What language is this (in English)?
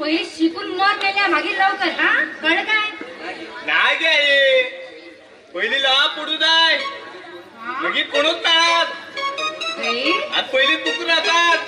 Konkani